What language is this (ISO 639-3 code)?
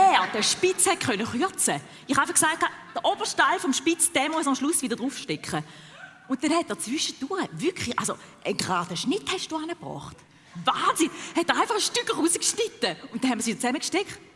gsw